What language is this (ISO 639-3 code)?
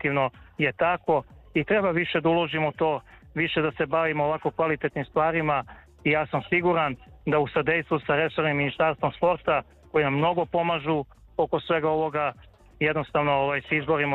srp